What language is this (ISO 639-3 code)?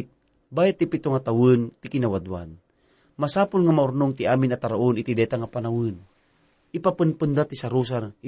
ilo